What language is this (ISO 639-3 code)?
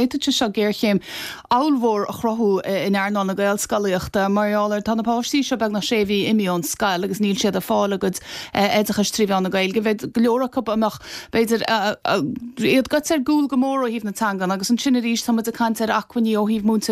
gle